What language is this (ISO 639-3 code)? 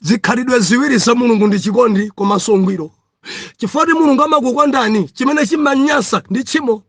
nya